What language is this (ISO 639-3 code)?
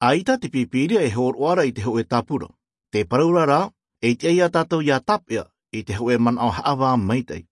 tah